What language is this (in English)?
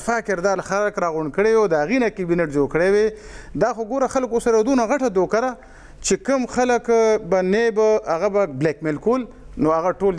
Pashto